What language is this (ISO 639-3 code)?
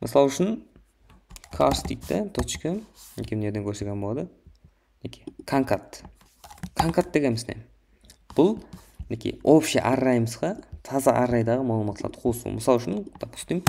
kaa